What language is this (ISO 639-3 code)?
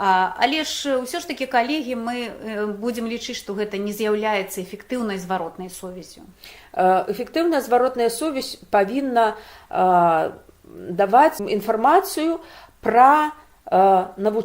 bel